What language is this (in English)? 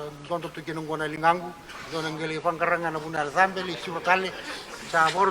Fijian